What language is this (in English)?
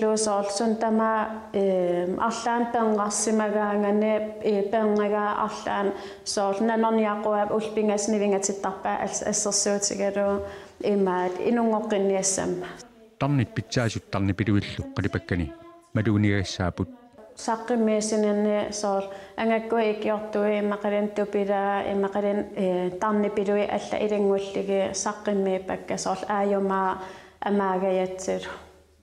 Kalaallisut